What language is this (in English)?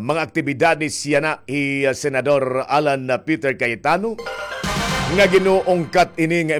Waray